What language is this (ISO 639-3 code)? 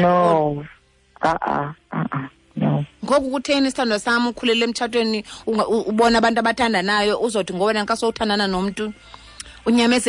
xho